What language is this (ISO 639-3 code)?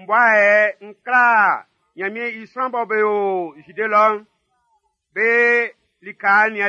bci